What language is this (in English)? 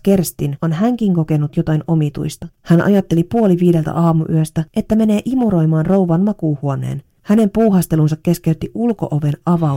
Finnish